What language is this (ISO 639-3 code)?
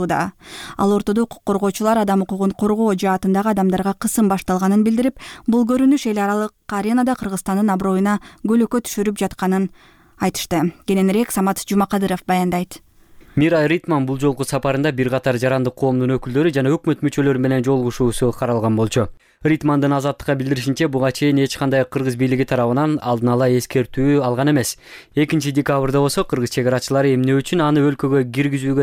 kir